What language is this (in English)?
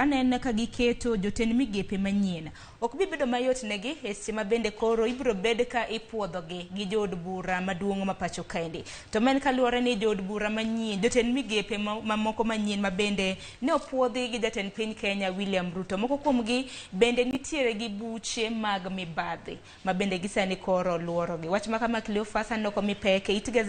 Luo (Kenya and Tanzania)